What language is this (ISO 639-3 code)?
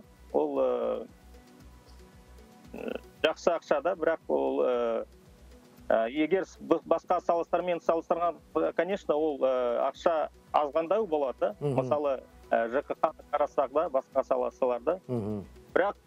kaz